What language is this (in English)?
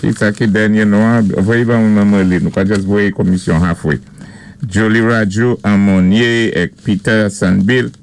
Saint Lucian Creole French